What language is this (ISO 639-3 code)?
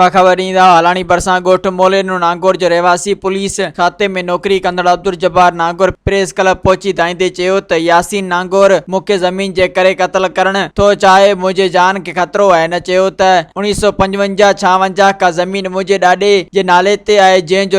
snd